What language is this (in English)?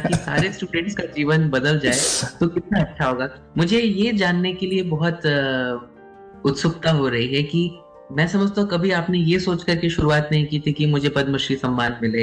Hindi